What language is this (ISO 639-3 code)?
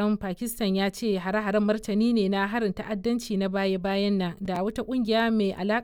hau